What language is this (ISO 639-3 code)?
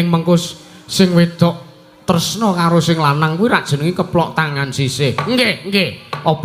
jav